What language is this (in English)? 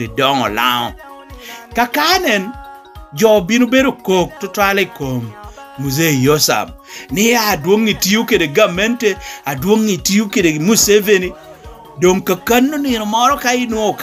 Lango (Uganda)